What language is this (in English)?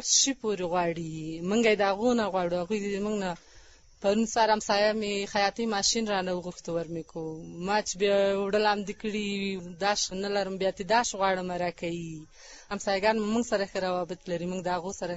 Pashto